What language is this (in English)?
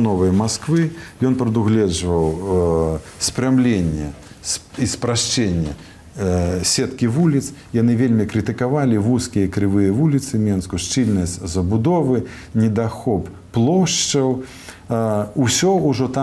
Belarusian